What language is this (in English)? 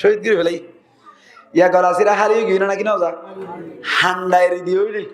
Rohingya